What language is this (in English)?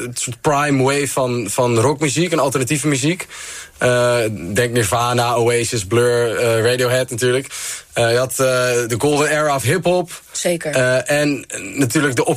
Dutch